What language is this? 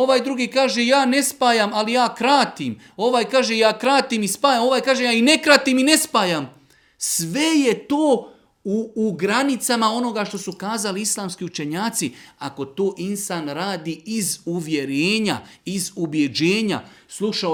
Bosnian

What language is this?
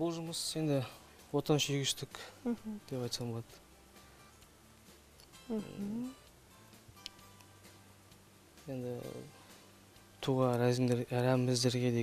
Kazakh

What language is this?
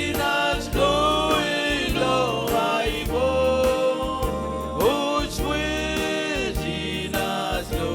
Marshallese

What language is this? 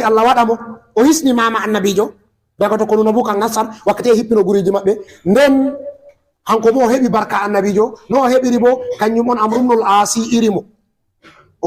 Fula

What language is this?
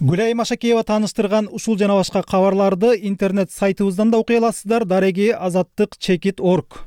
Kyrgyz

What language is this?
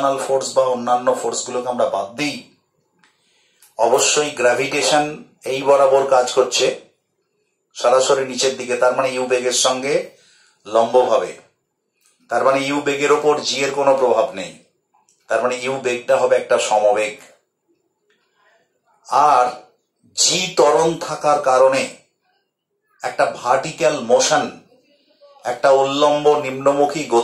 Bangla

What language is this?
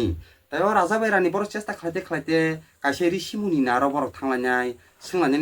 Kok Borok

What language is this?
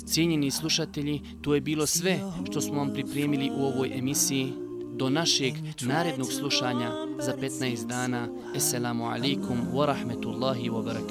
Bosnian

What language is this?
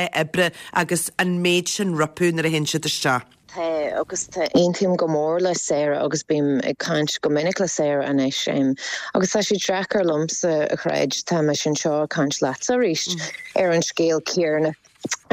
Irish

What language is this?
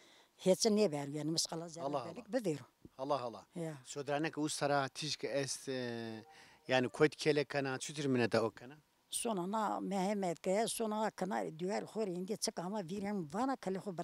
Zaza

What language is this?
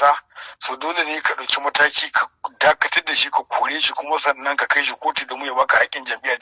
Hausa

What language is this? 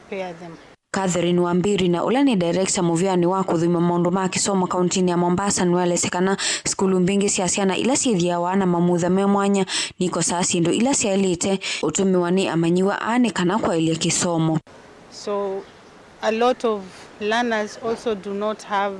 Kamba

